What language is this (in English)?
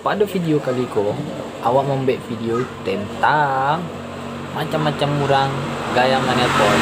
Minangkabau